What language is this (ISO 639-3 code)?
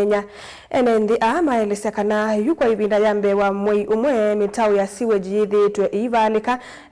kam